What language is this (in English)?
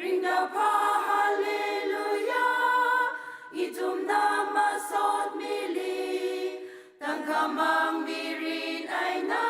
Tangkhul Naga (India)